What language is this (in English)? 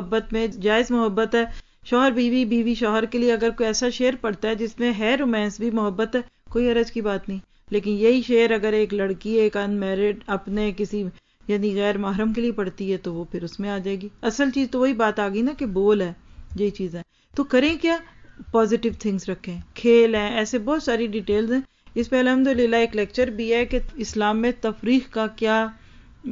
Urdu